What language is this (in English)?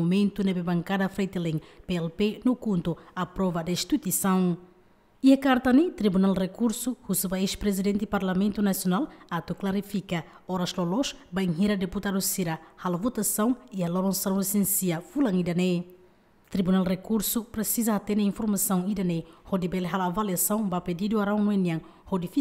Tetum